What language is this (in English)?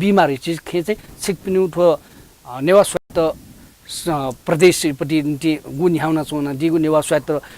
Newari